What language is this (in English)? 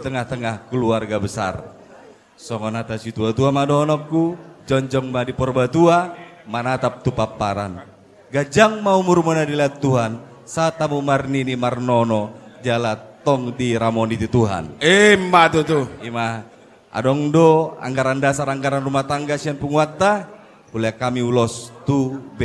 Batak Toba